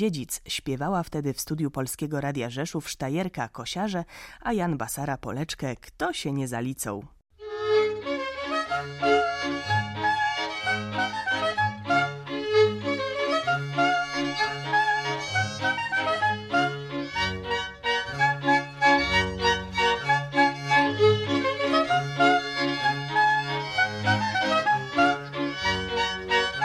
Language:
Polish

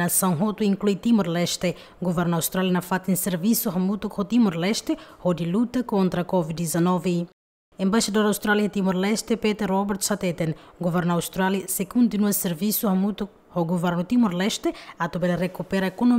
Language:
Tetum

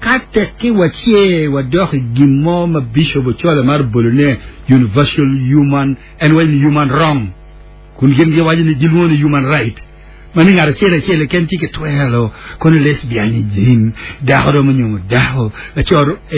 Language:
Acoli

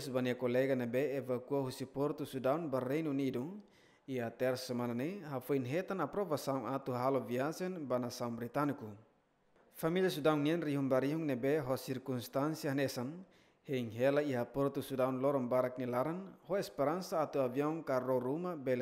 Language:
Tetum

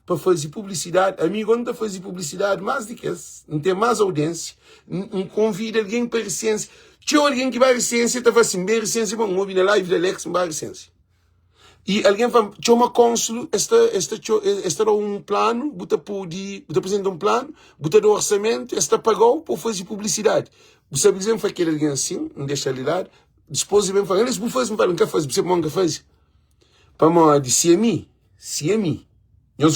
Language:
Kabuverdianu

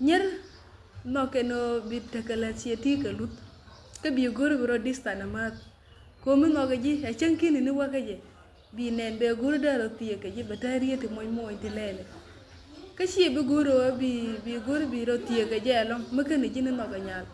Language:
Nuer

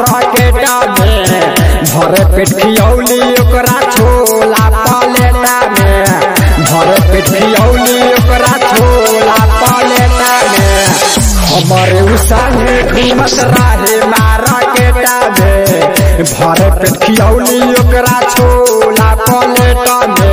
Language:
Bhojpuri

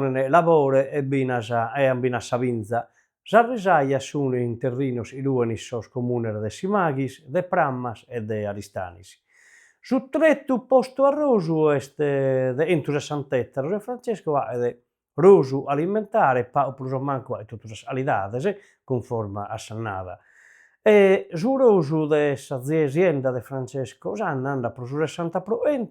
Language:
Sardinian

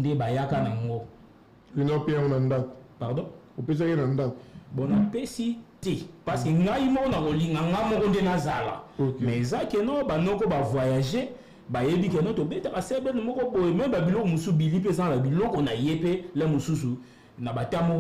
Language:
Lingala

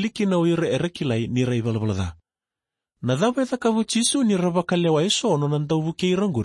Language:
Fijian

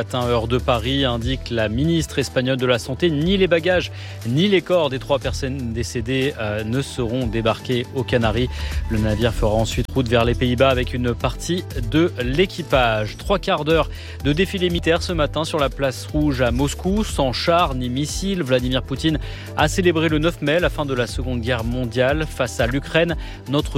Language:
French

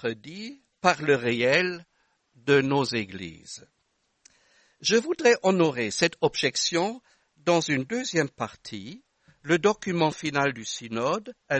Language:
French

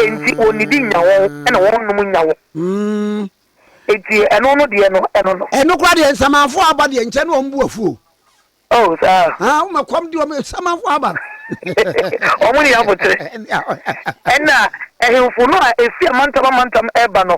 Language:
Akan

